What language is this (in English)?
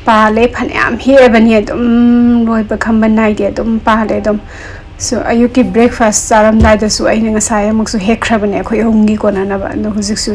Manipuri